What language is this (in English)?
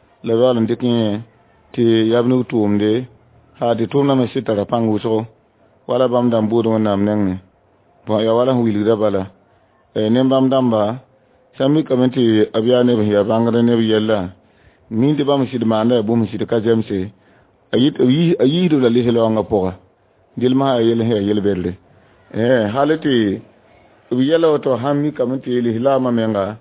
Mossi